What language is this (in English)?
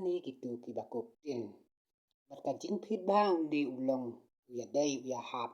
Khasi